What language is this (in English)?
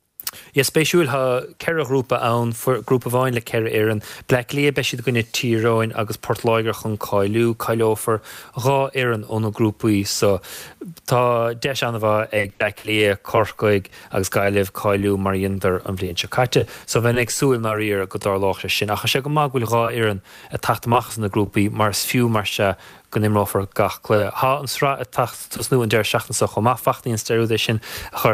Irish